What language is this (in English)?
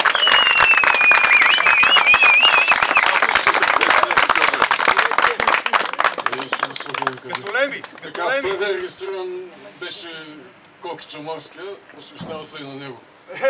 Bulgarian